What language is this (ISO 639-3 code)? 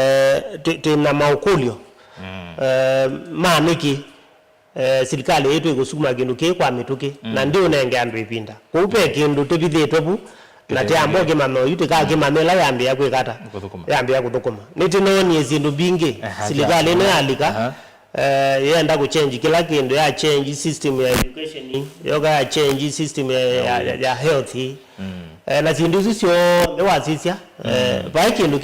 kam